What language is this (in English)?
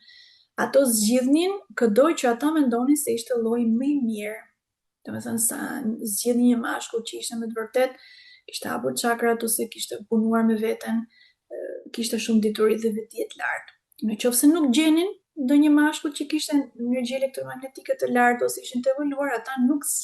Albanian